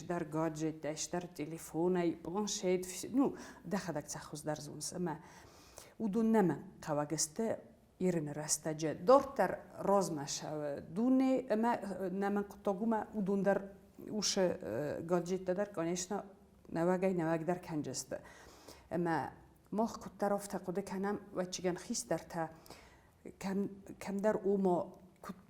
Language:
Ossetic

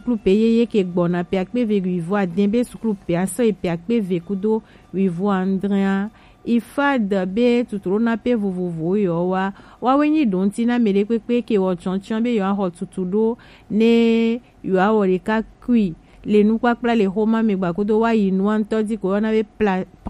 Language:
Gen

